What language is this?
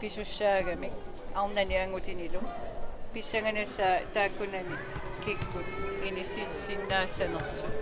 Kalaallisut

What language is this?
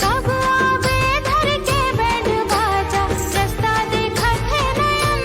Chhattisgarhi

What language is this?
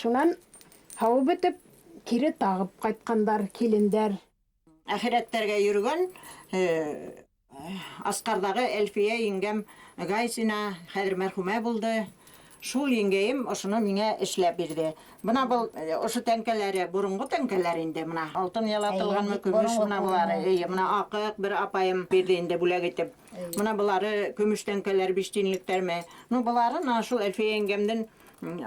Bashkir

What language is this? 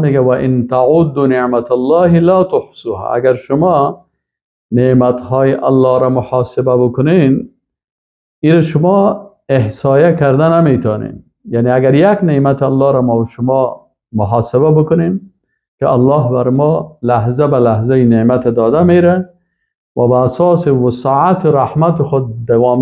Persian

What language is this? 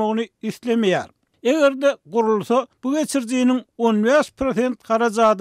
Turkmen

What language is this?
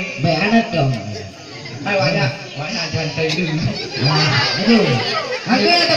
Achinese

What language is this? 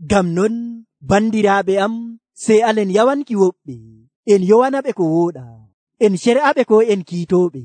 Nigerian Fulfulde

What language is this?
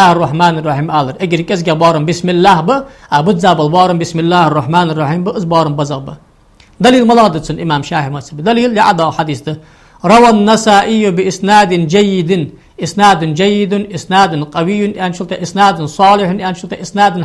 Ingush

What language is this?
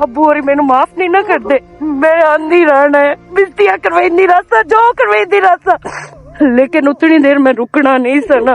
Western Panjabi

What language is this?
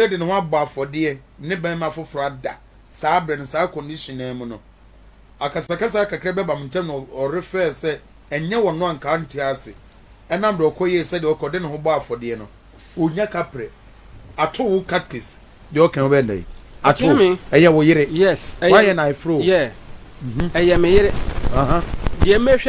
Akan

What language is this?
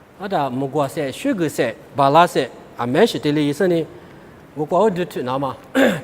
Lisu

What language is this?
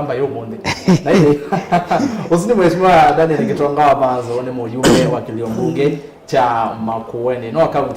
Kamba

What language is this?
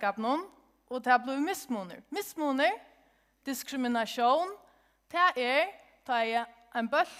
Faroese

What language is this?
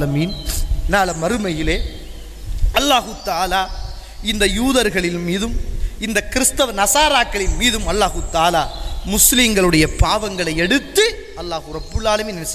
Tamil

